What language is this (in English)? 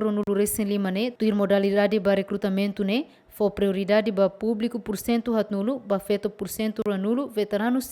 Tetum